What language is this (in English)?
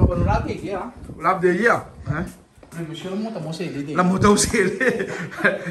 Réunion Creole French